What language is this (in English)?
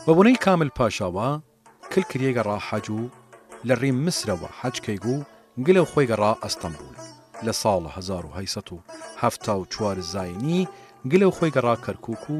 Southern Kurdish